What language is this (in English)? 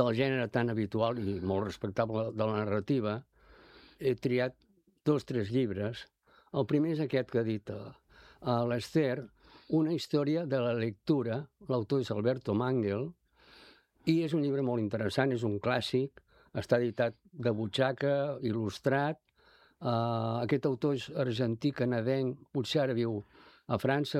Catalan